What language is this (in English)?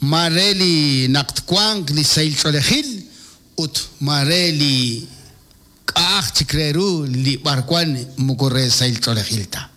Kekchí